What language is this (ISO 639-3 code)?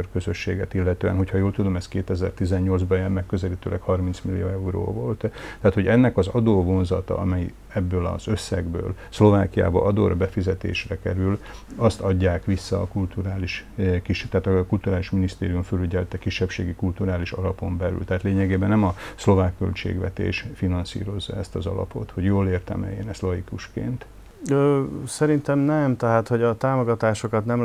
hun